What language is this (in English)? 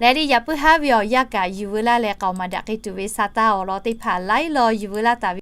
Lahu